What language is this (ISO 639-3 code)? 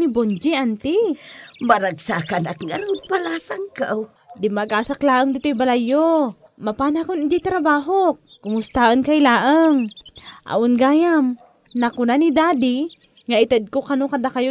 ilo